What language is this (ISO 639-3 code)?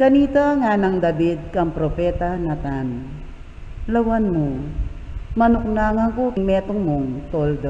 pam